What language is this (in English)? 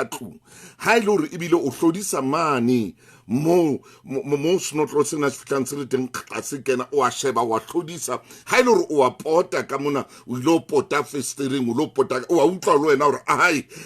Southern Sotho